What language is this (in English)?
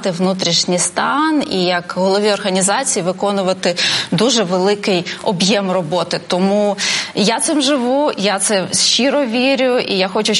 Ukrainian